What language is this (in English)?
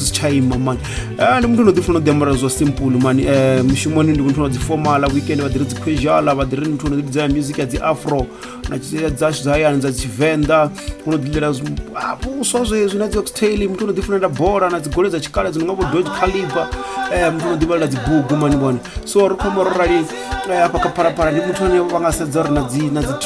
Venda